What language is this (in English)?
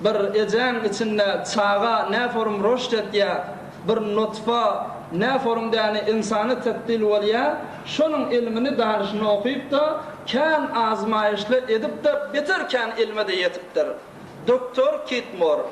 Turkmen